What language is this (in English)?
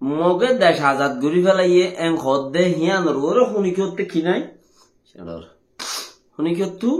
Rohingya